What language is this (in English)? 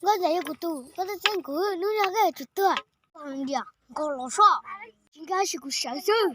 Hmong